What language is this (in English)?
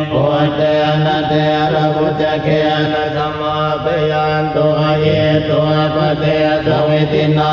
Pali